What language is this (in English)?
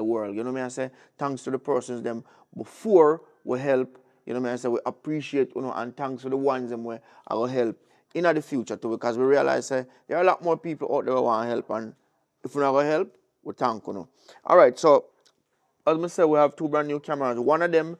Jamaican Creole English